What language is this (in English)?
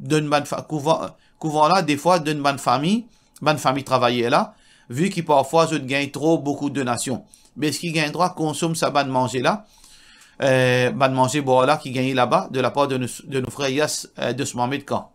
Morisyen